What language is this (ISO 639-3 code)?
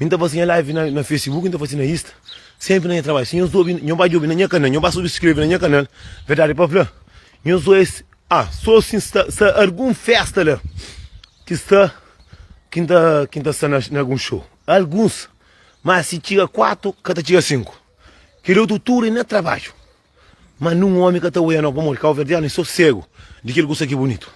kea